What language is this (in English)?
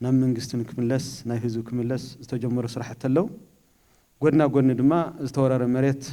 Tigrinya